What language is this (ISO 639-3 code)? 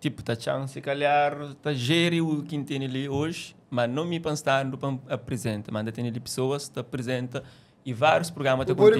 kea